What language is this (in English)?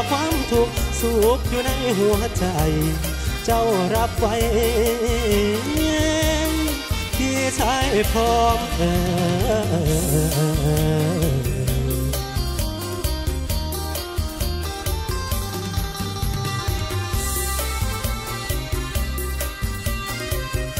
Thai